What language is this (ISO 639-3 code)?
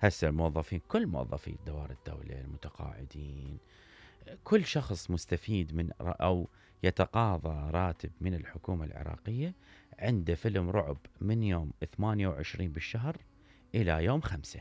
acm